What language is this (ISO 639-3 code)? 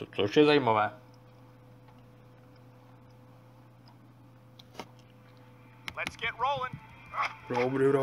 ces